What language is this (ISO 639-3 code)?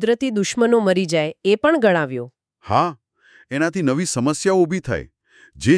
guj